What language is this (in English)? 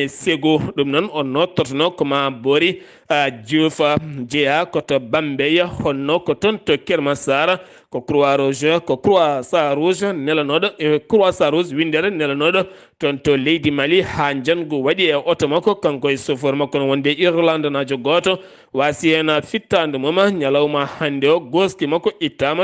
Fula